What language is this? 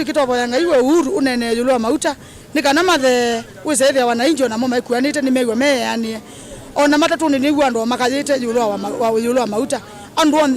Kamba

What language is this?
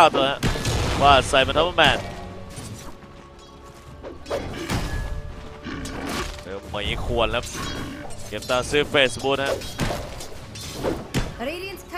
Thai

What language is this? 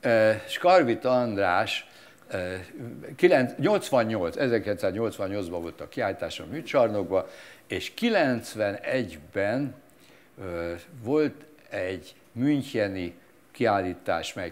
Hungarian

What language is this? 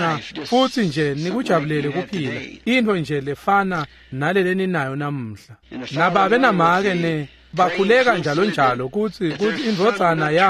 Swati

